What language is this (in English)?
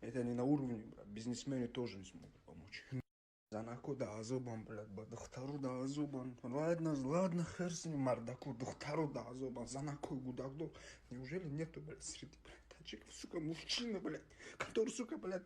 Tajik